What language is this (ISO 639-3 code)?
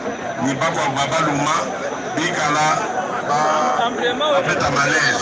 lua